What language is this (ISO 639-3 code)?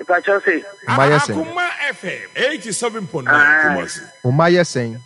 aka